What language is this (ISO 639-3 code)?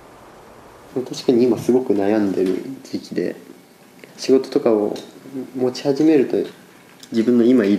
jpn